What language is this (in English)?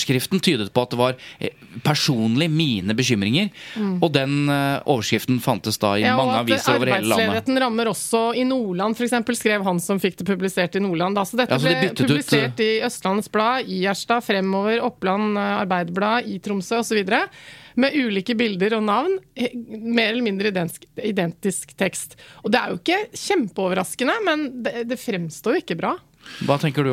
Norwegian